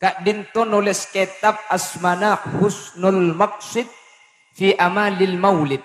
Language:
Madurese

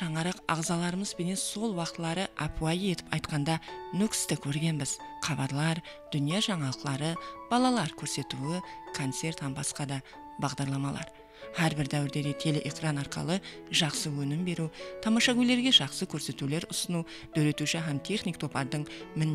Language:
Kara-Kalpak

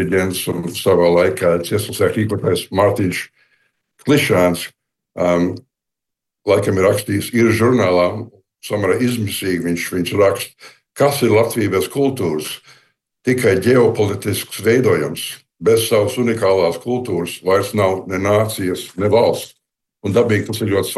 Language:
Latvian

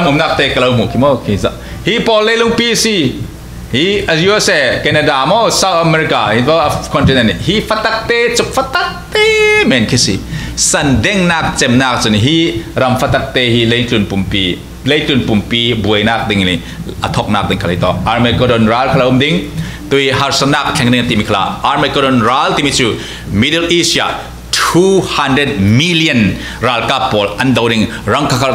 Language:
Falam Chin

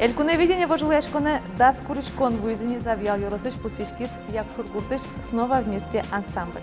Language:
Udmurt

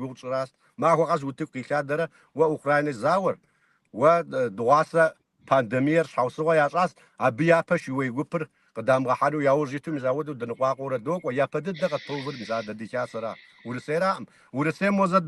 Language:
Kabardian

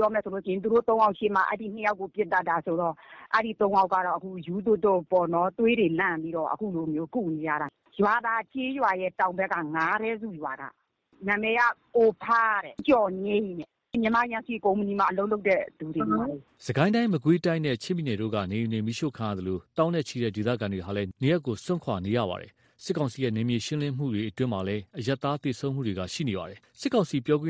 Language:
Burmese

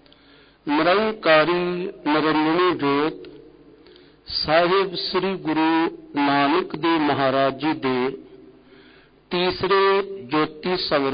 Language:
Punjabi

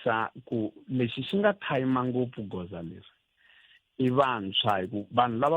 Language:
Tsonga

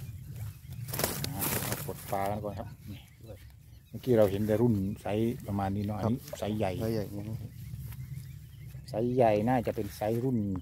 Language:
Thai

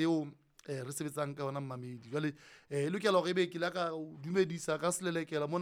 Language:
Southern Sotho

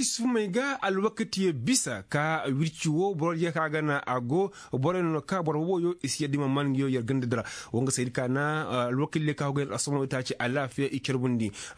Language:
Koyraboro Senni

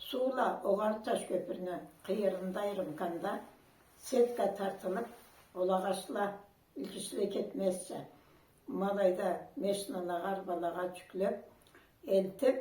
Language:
Karachay-Balkar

